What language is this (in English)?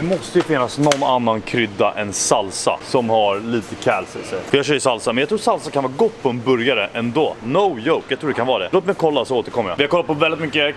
Swedish